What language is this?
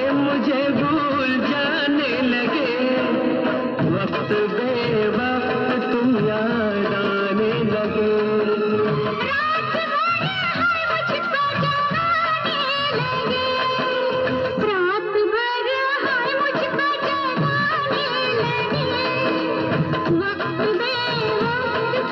Hindi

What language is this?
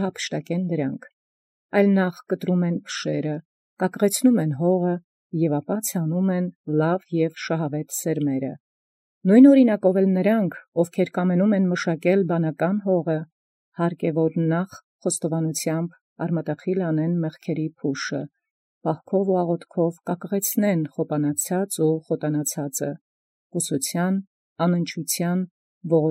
Armenian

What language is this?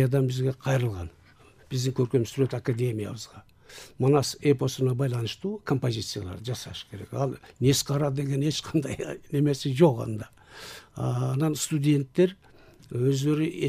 Kyrgyz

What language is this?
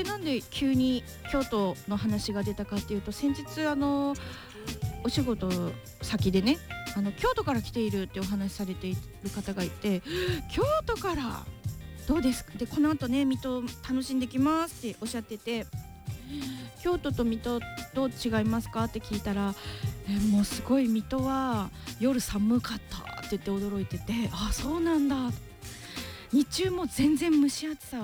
Japanese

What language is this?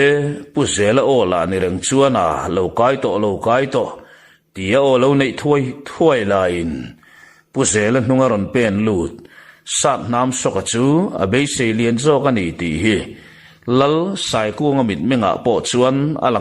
Mizo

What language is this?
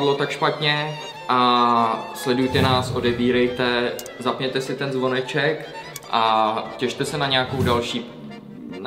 Czech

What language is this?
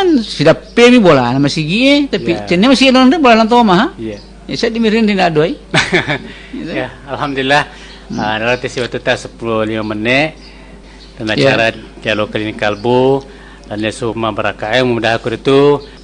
Buginese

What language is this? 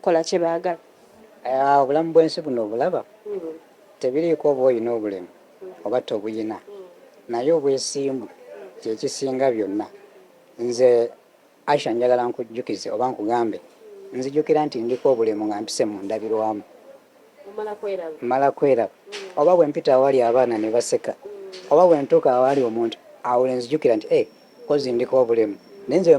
Ganda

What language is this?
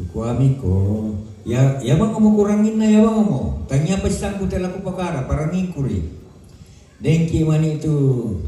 Toraja-Sa'dan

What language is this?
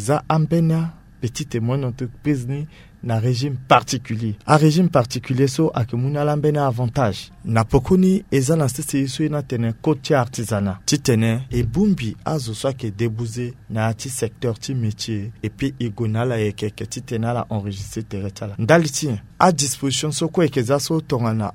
Sango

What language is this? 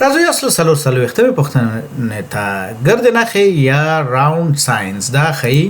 Pashto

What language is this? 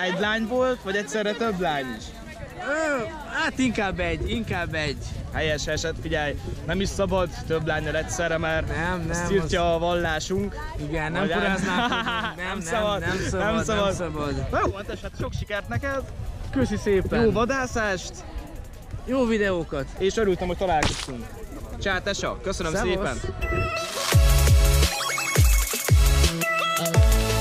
Hungarian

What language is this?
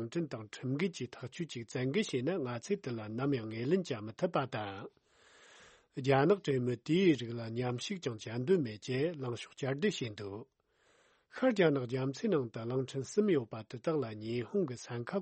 Tibetan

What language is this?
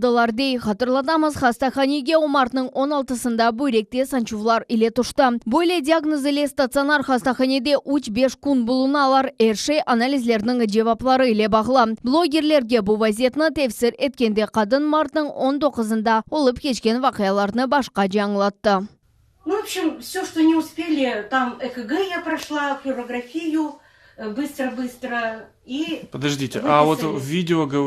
Crimean Tatar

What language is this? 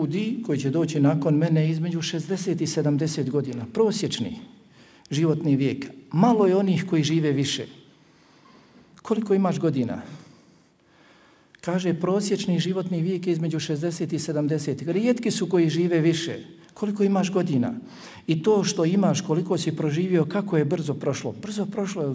Bosnian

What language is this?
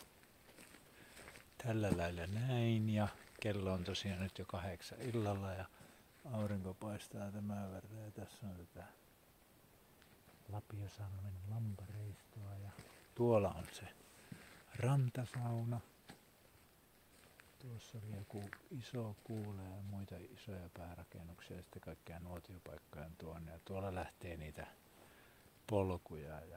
Finnish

